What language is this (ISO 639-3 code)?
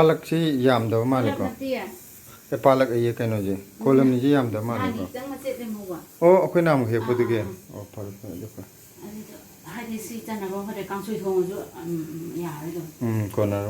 mni